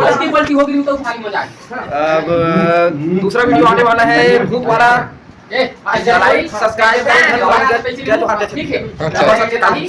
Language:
Chhattisgarhi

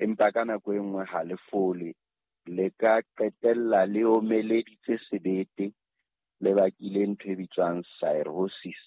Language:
Southern Sotho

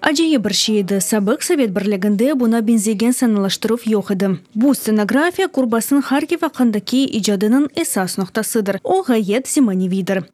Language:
Crimean Tatar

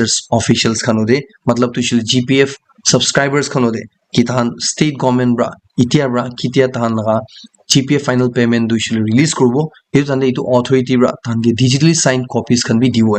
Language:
Naga Pidgin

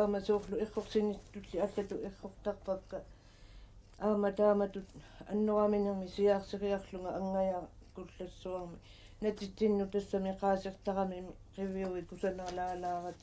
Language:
Kalaallisut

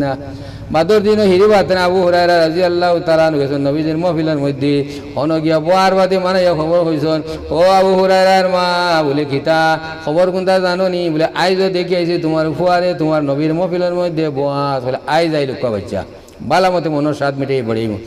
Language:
Sylheti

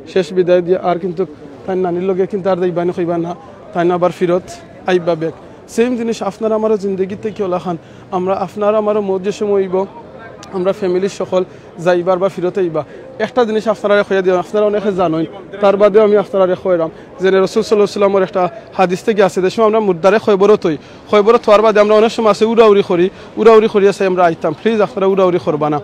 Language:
Sylheti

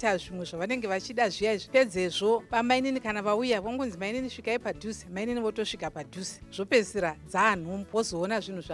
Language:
Shona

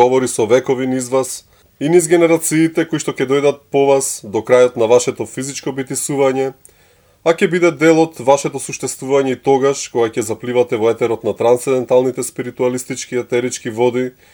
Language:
Macedonian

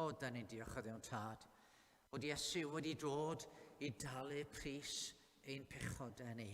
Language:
Welsh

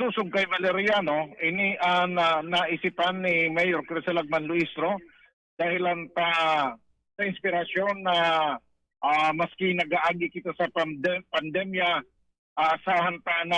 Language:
Bikol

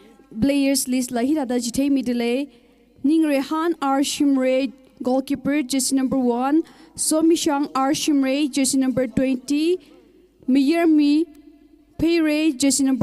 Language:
Tangkhul Naga (India)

